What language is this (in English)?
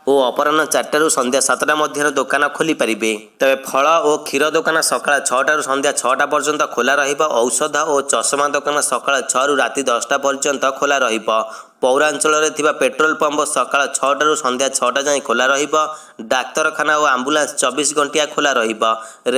Odia